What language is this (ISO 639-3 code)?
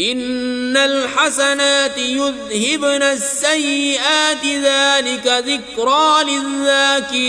kas